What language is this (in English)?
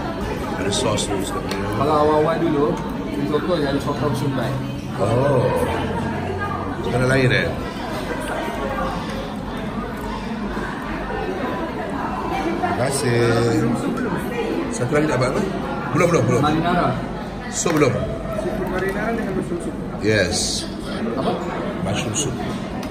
Malay